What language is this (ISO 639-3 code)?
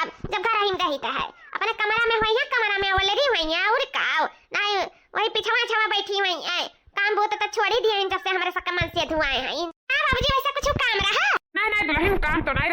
awa